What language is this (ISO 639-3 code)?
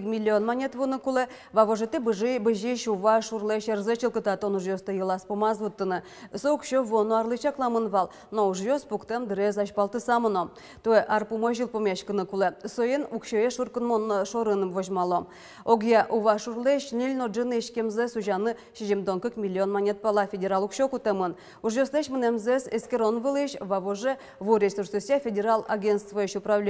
udm